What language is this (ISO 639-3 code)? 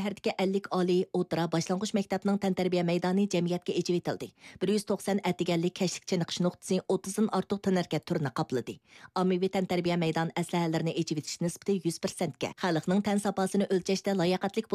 uig